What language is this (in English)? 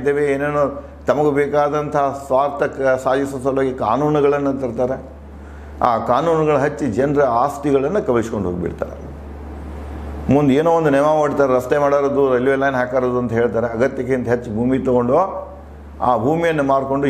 Kannada